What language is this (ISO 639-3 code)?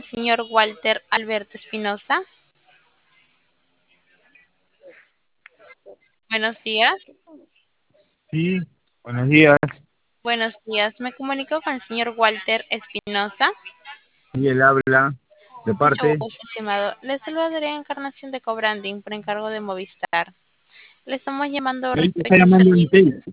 spa